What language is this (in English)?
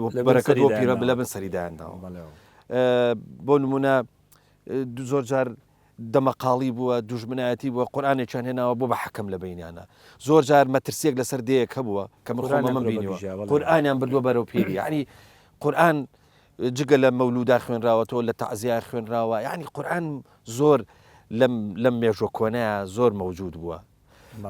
Central Kurdish